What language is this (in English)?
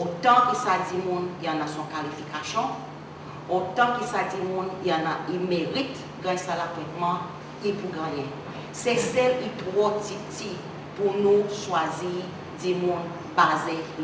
Seselwa Creole French